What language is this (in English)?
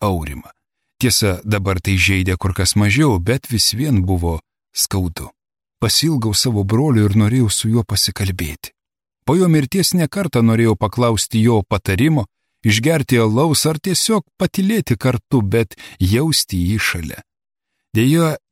Lithuanian